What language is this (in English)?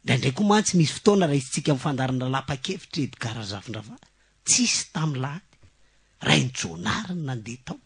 Malagasy